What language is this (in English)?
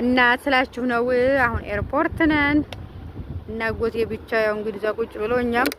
Amharic